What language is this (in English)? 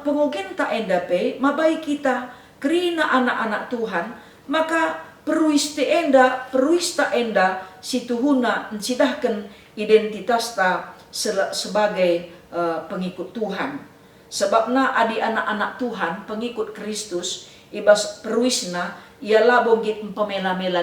Batak Karo